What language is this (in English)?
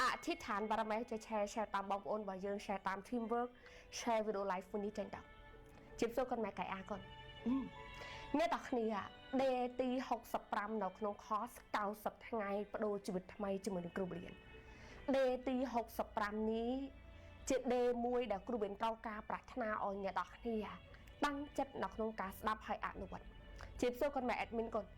Khmer